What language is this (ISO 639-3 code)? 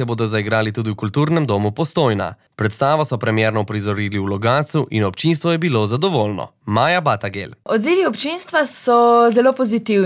slv